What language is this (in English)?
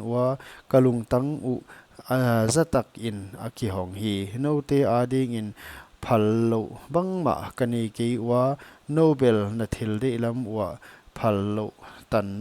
Paite Chin